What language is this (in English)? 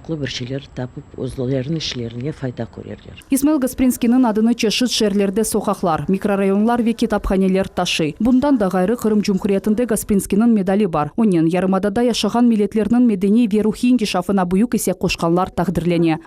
Crimean Tatar